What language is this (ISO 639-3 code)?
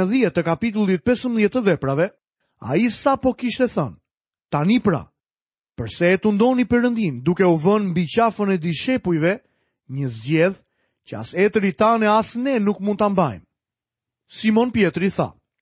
sqi